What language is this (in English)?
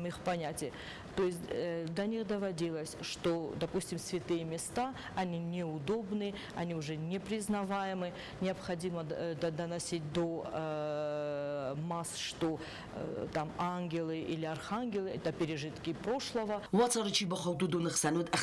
Ossetic